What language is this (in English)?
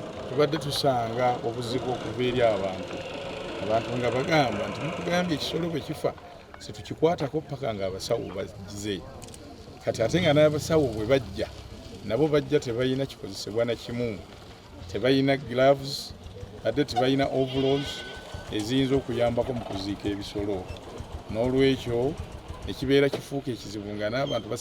Ganda